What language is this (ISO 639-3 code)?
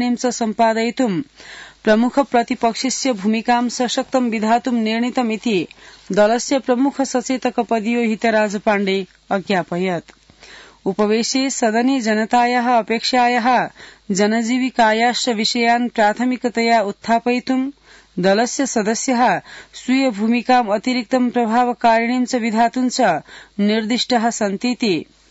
san